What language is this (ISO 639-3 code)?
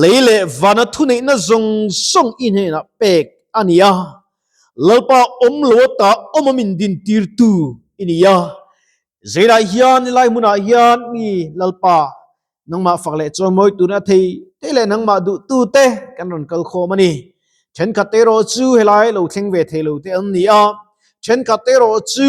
lus